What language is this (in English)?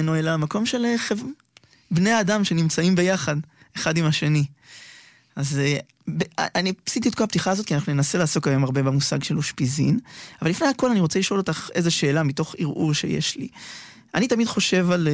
Hebrew